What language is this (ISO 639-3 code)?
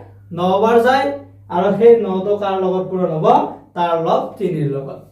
asm